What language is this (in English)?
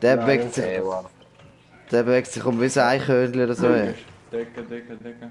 Swiss German